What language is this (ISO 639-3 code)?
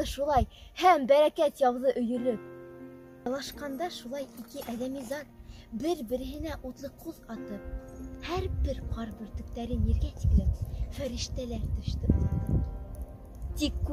bak